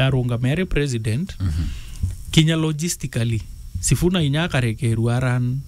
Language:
Meru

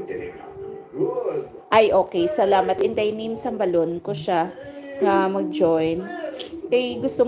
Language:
Hiligaynon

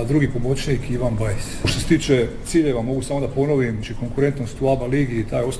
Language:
Croatian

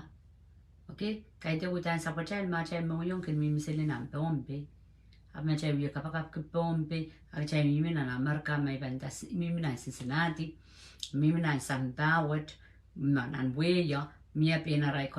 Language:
Pohnpeian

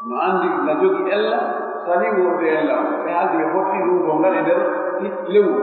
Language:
Pular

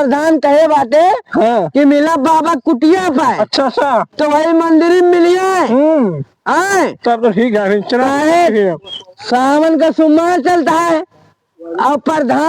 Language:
Awadhi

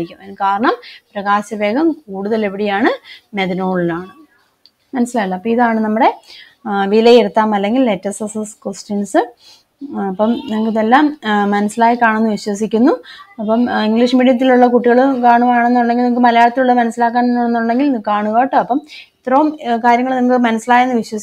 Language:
Malayalam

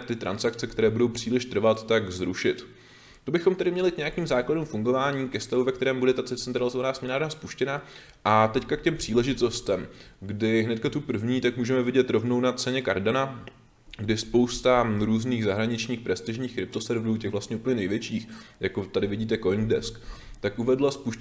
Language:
Czech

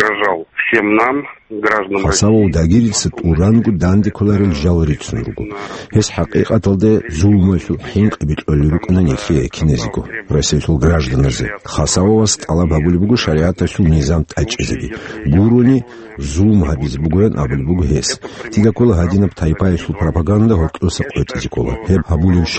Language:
Avaric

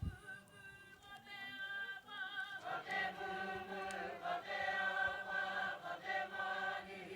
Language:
Māori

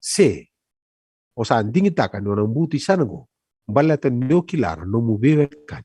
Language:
Fijian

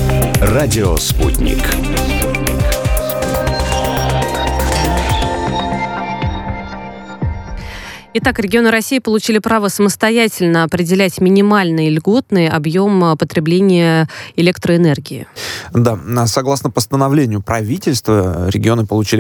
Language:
Russian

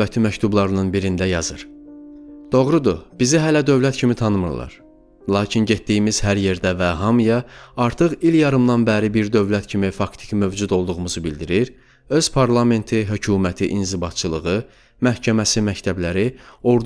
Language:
Azerbaijani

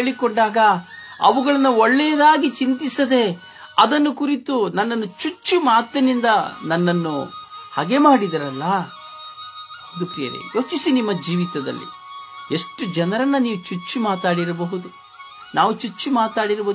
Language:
Kannada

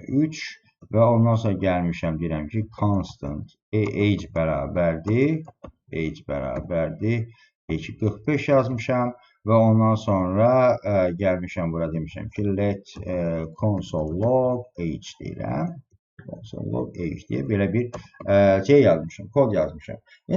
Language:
Azerbaijani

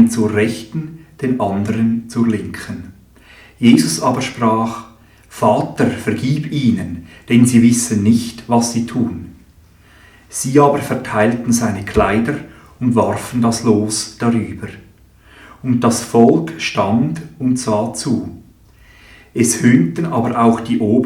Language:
Swiss German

